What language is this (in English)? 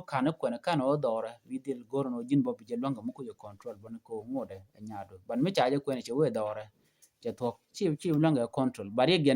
Nuer